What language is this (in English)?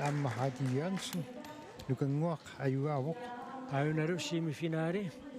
Kalaallisut